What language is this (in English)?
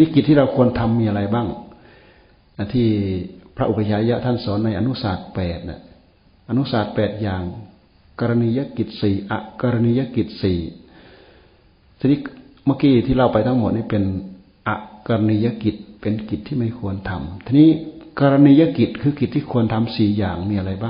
Thai